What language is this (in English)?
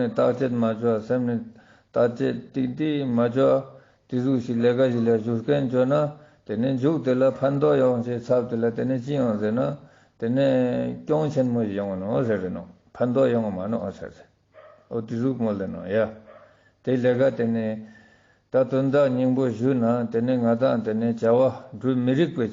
Ladakhi